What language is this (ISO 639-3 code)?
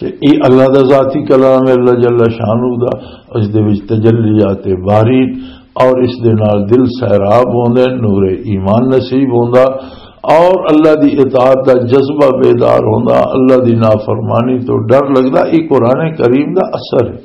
lah